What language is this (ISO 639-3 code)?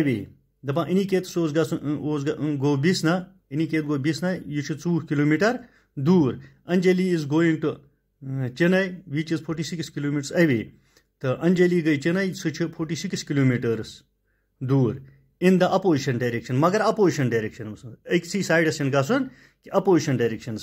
kas